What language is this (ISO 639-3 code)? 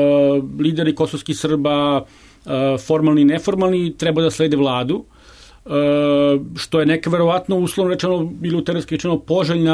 srp